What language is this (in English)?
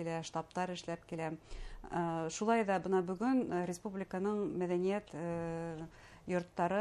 Bashkir